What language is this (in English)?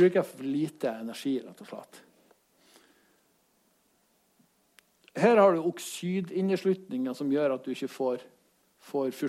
Norwegian